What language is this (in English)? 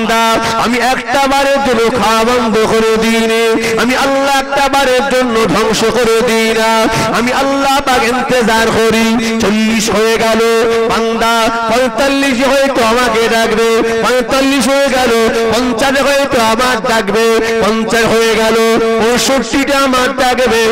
Bangla